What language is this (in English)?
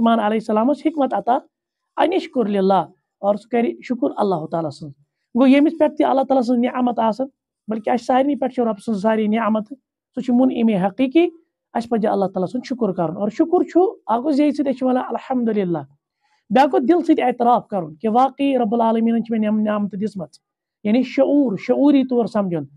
Kashmiri